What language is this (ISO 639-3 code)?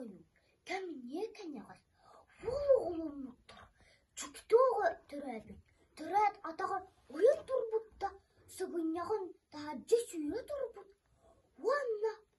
sah